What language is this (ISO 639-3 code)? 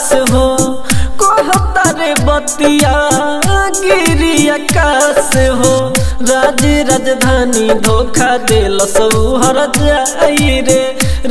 bho